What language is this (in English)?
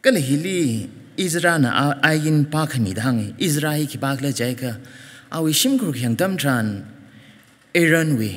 Tangkhul Naga (India)